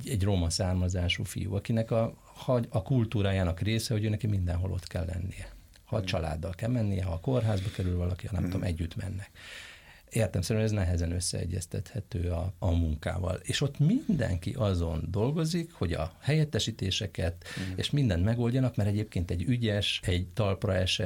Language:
Hungarian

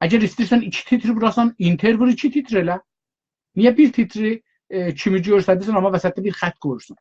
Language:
South Azerbaijani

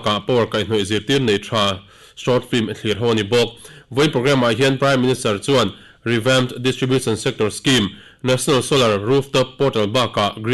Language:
Mizo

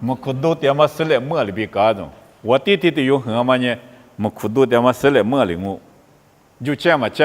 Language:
Lisu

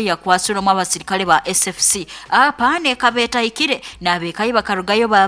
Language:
Nyoro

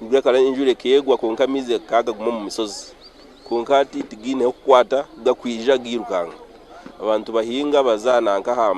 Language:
Nyankole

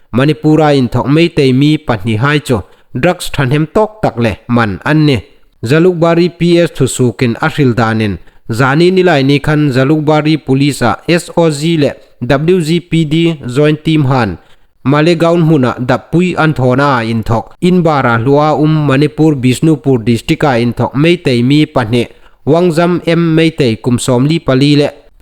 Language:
Hmar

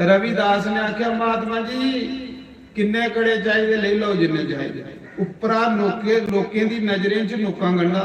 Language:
Dogri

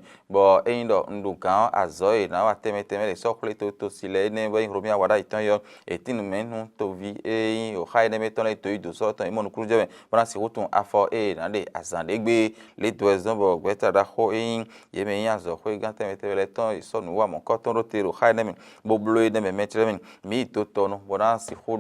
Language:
Fon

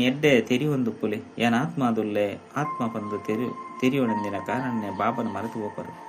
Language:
Tulu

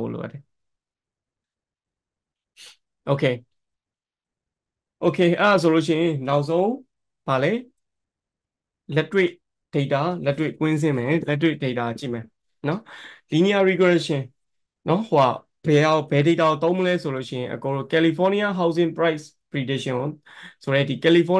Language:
Burmese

